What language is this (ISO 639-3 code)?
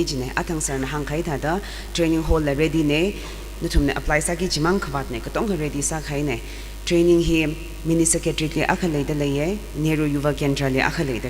nmf